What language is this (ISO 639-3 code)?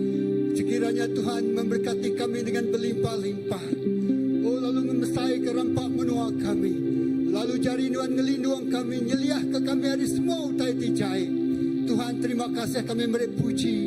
iba